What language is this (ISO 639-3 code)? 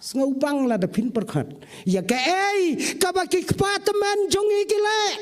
kha